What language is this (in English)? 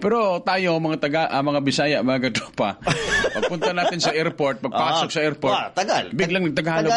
Cebuano